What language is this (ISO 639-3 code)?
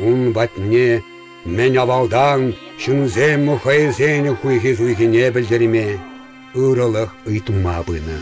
chv